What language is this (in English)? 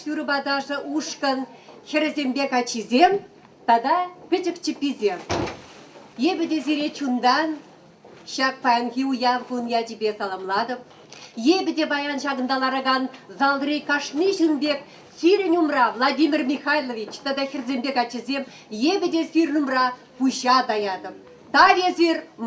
Chuvash